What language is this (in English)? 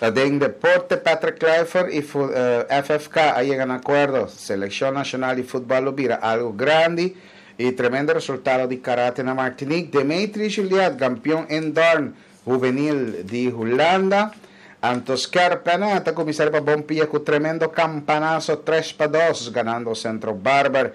Papiamento